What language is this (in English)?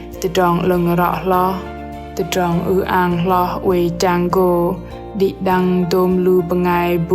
Bahnar